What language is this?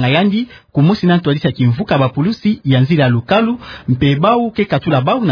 Kituba (Democratic Republic of Congo)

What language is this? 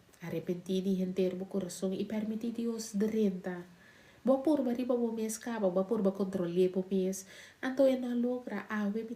Papiamento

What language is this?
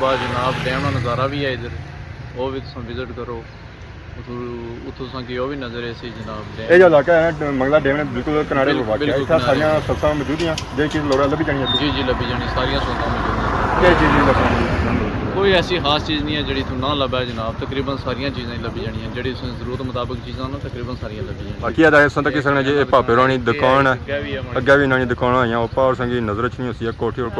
Pahari-Potwari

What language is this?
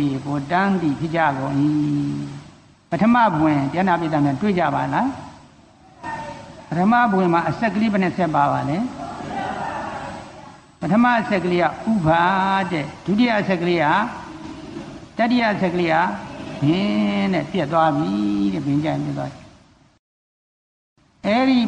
Burmese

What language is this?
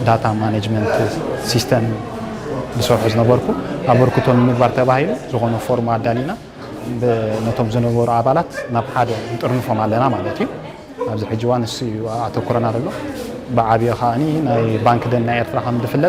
Tigrinya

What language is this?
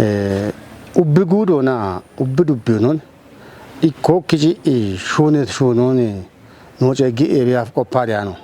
Kafa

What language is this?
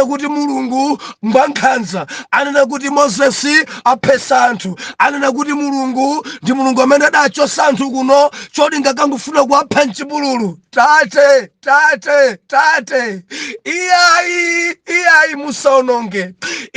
Nyanja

